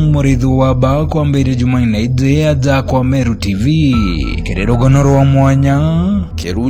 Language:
Meru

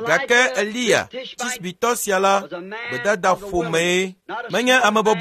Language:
Ewe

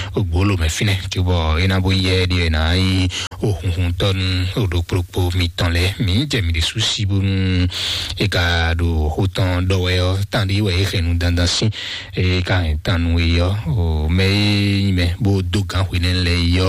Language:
Fon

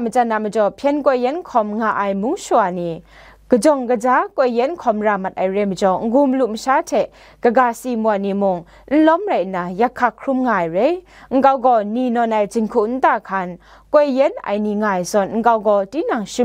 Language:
Kachin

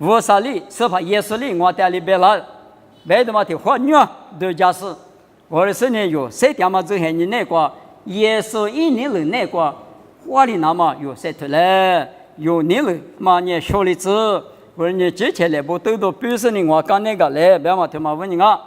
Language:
Lisu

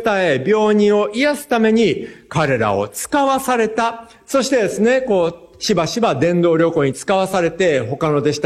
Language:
Japanese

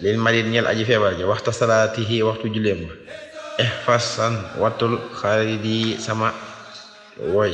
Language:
Wolof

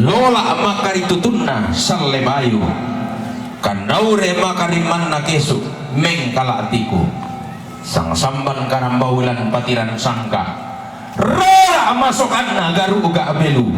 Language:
Toraja-Sa'dan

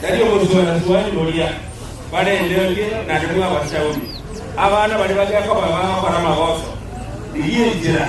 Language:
Gusii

